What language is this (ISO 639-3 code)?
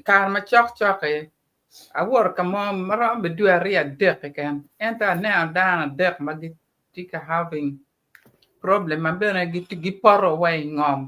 ach